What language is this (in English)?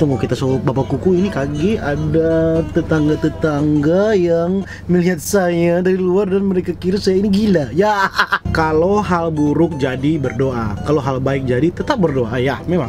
Manado Malay